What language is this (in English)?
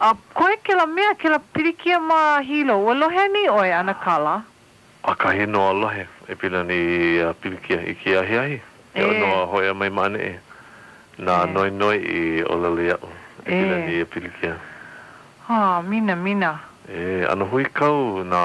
Hawaiian